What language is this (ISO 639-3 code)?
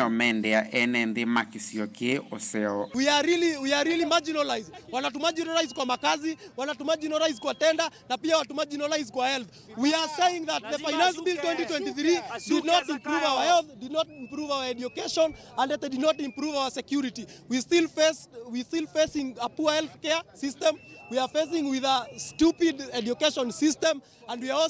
kam